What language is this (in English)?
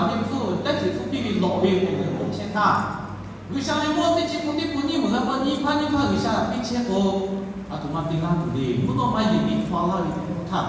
Lahu